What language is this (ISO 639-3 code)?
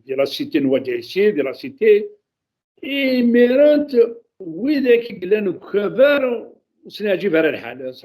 kab